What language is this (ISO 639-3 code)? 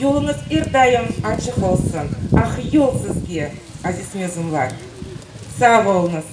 crh